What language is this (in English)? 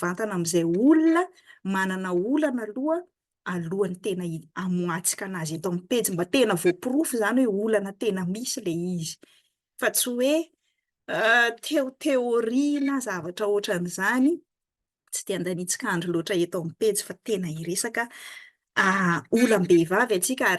Malagasy